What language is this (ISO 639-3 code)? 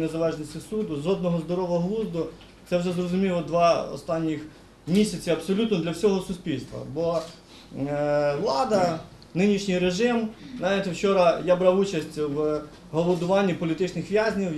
ukr